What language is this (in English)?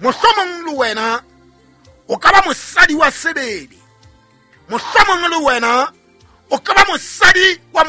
Southern Sotho